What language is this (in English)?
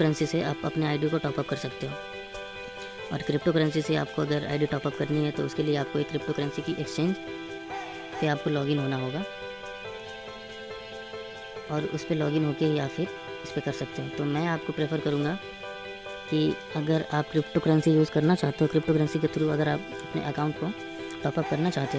Hindi